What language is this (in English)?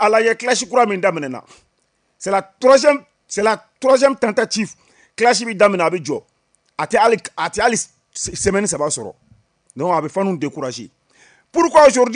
Bambara